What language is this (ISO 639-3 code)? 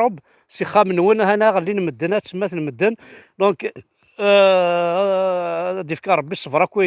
kab